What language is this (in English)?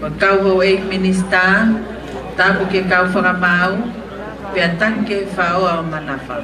Tongan